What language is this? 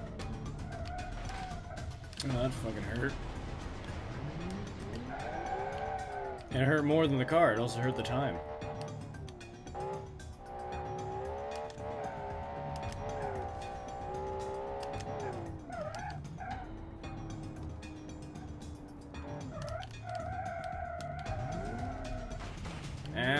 English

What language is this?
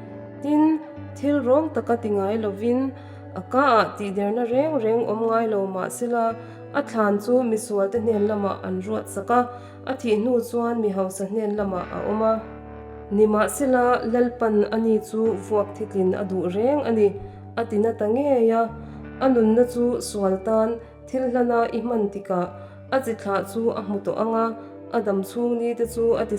Mizo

